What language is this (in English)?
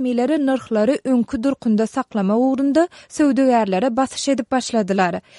Turkmen